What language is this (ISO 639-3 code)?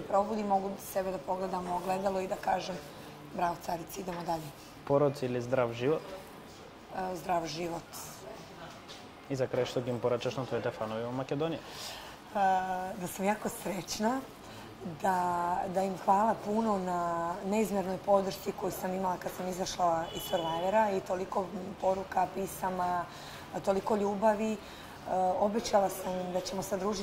srp